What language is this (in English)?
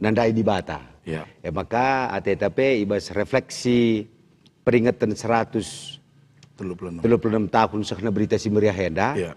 Batak Karo